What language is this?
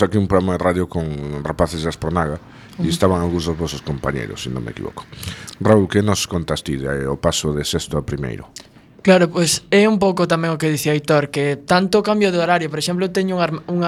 Galician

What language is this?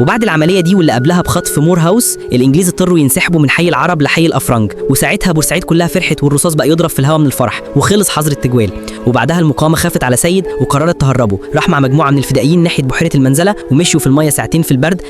Egyptian Arabic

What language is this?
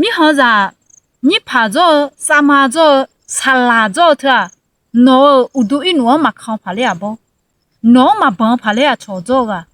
Akha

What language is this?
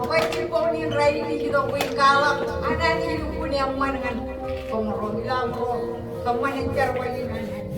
Marshallese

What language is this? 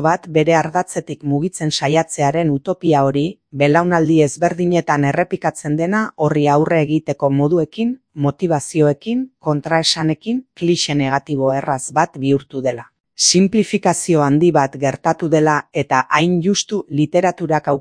Basque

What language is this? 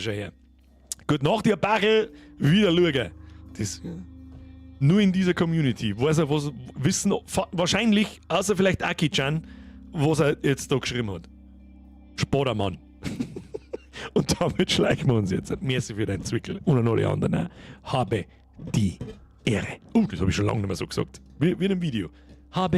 Bavarian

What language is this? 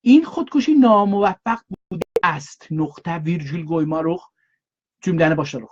South Azerbaijani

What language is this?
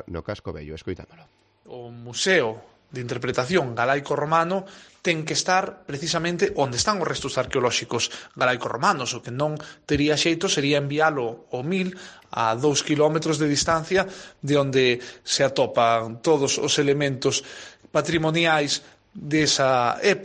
Galician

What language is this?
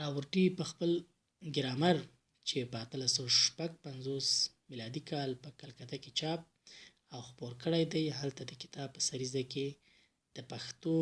Pashto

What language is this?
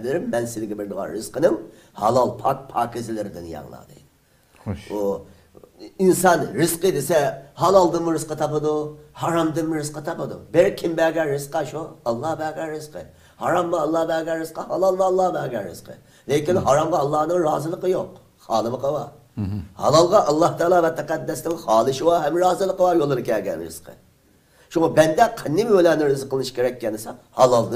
Uyghur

